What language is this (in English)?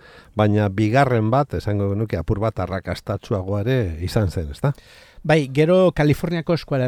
Basque